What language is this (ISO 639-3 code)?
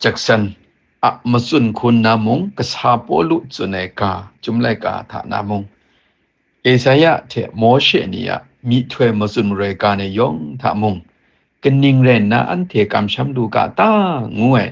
kac